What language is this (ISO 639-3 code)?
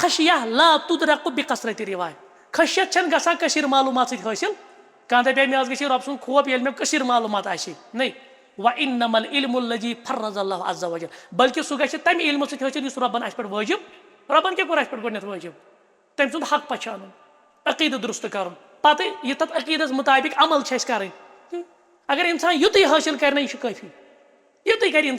kas